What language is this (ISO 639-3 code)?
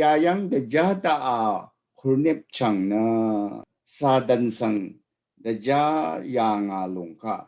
raw